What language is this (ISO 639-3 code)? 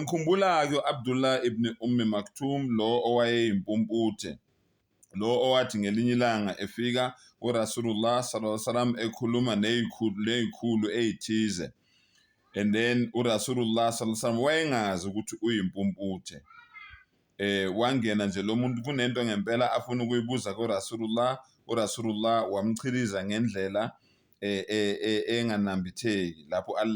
zul